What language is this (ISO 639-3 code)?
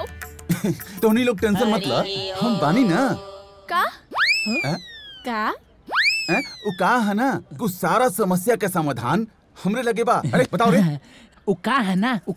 bho